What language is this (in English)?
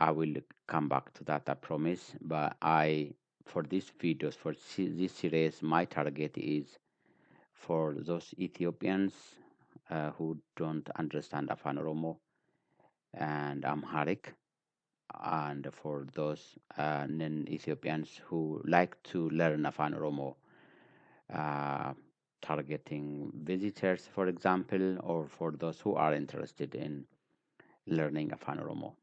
English